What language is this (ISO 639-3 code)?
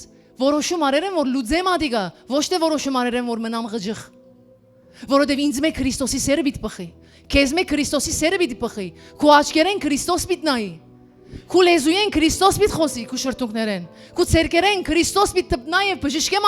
hyw